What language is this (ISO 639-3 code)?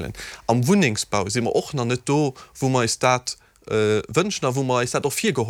ltz